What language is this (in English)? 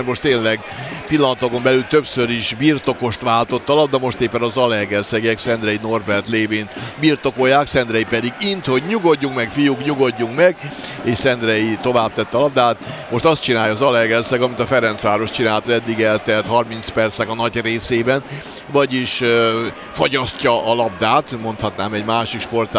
Hungarian